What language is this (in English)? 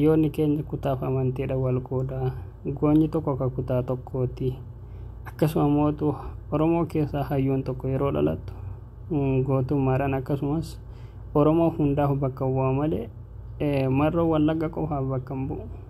Oromo